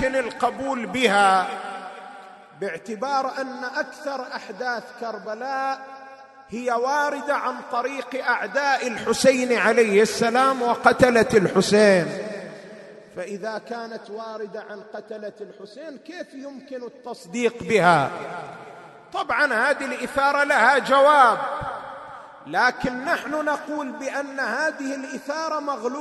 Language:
Arabic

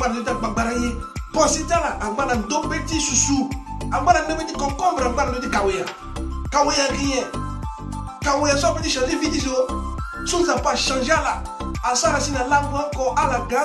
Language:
Sango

